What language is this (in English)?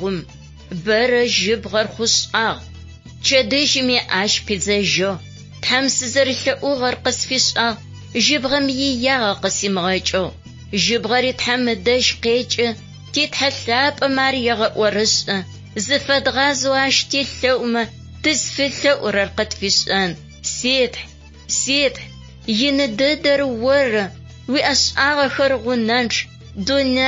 Adyghe